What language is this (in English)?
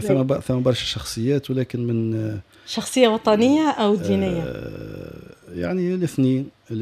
Tunisian Arabic